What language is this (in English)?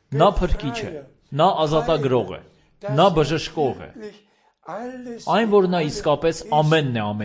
Armenian